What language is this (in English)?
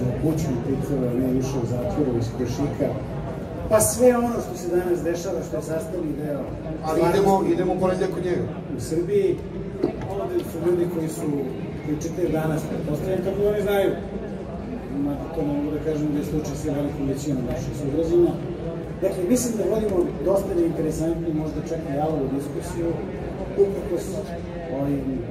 Serbian